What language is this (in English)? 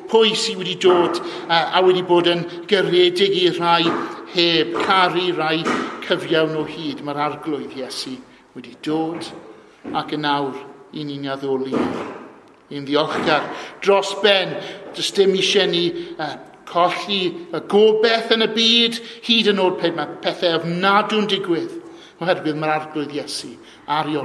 Welsh